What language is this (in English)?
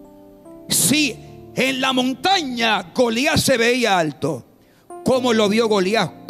Spanish